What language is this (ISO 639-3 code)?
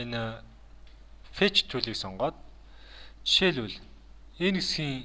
mon